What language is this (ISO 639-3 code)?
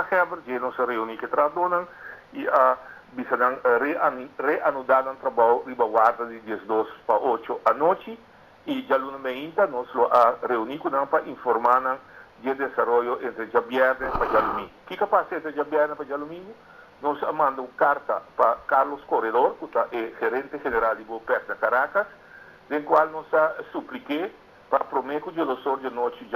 pap